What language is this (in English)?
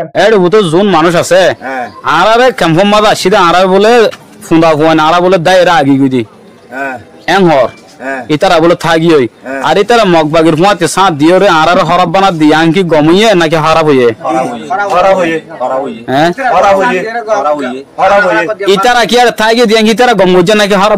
Rohingya